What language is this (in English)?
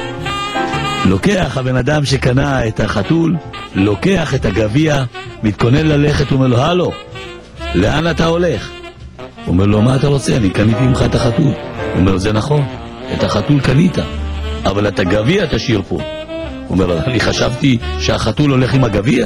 Hebrew